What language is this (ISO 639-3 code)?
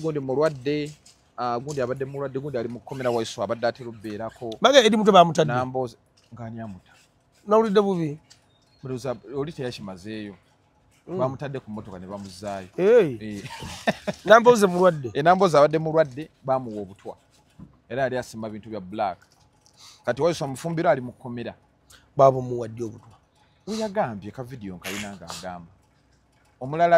lug